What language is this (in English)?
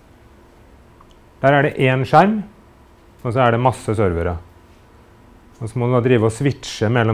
Norwegian